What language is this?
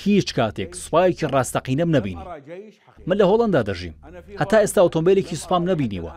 Central Kurdish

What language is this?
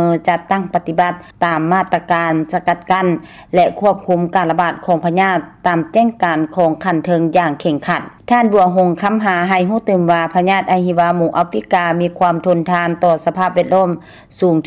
Lao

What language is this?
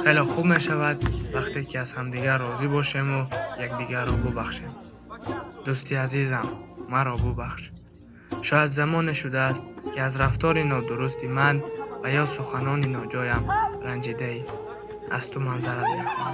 Tajik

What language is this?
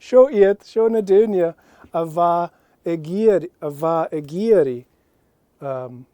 Scottish Gaelic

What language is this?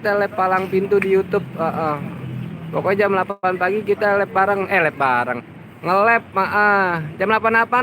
Betawi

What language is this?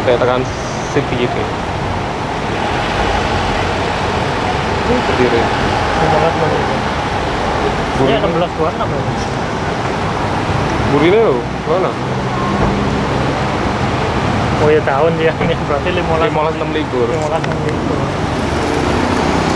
Indonesian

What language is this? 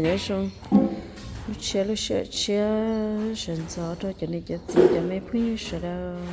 Hmong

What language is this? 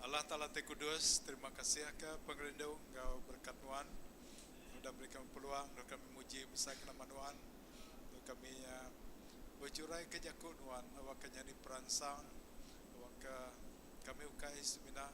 Iban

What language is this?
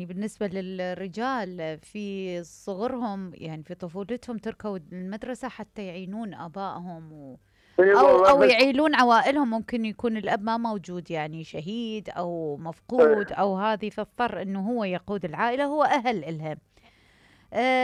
Mesopotamian Arabic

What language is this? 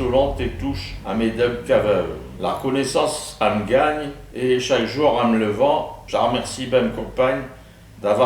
Picard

